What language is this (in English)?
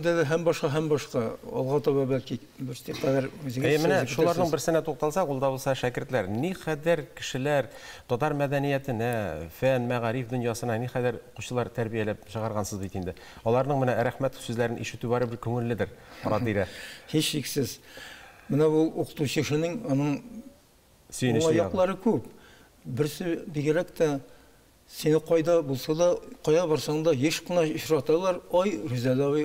Tatar